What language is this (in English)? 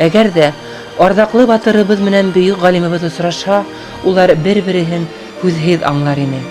Bashkir